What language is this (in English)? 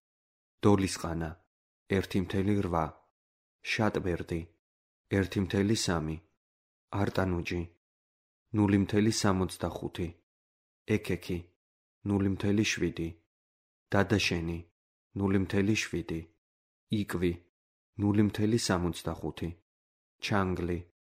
Georgian